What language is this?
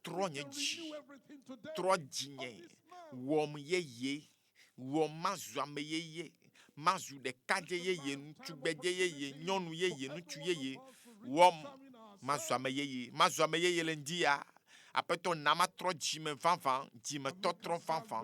Ewe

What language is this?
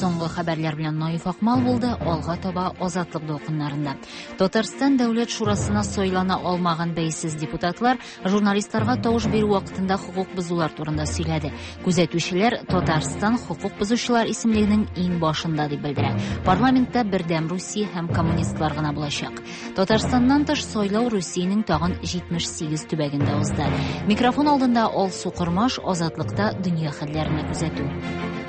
Tatar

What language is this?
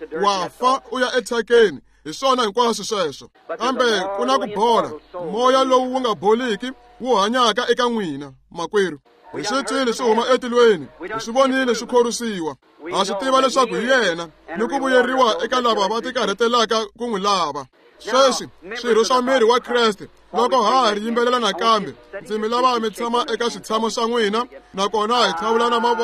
Tsonga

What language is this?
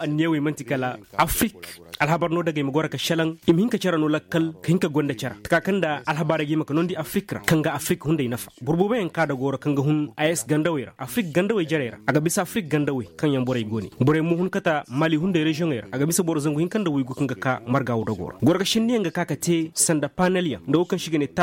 Koyraboro Senni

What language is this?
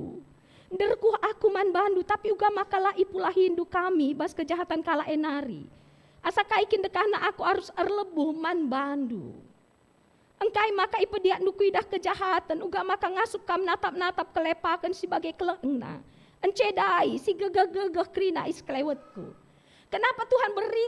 Batak Karo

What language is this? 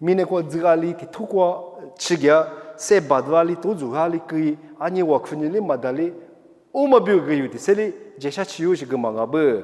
Lisu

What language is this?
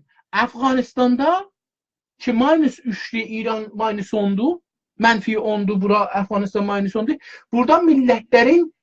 South Azerbaijani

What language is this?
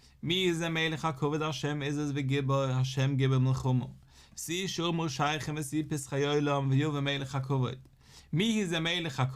Yiddish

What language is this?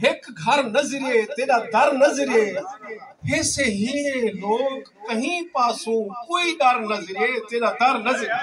Saraiki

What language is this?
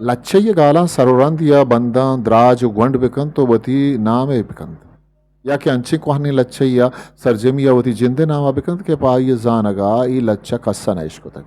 Eastern Balochi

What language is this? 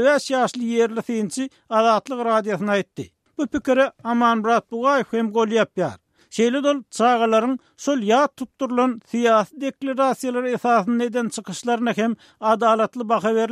Turkmen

